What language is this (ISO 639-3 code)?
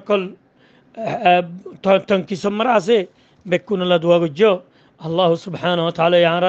rhg